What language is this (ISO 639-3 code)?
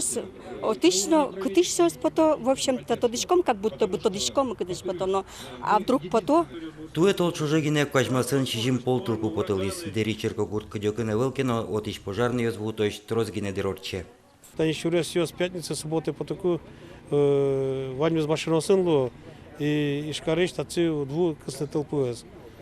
udm